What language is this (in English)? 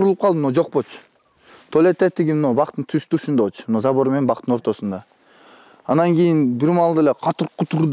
Kyrgyz